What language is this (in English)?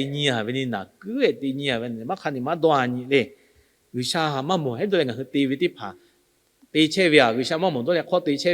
Lahu